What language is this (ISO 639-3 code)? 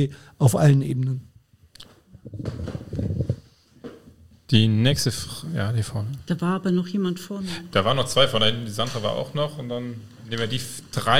deu